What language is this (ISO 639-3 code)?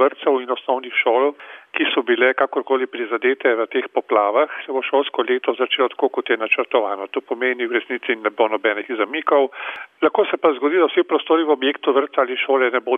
slv